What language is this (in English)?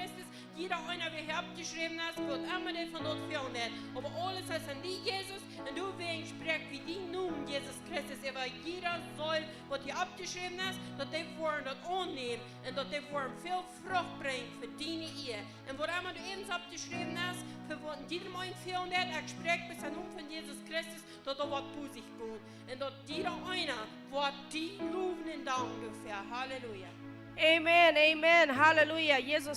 Plautdietsch